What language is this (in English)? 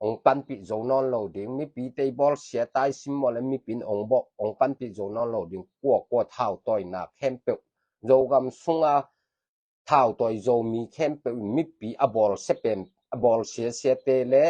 Tedim Chin